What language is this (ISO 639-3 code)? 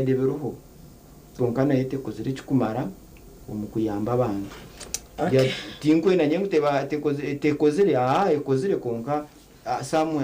nyn